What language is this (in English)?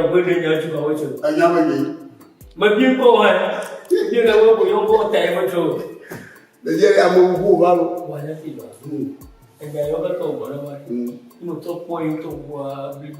Ewe